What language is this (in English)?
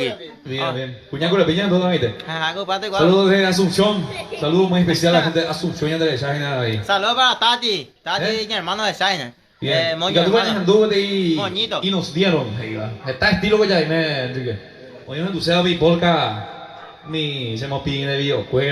Guarani